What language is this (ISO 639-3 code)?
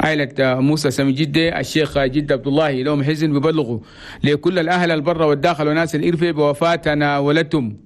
shu